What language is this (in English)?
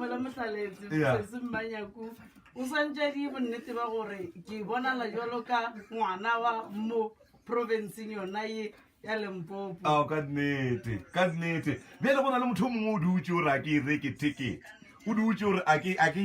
Northern Sotho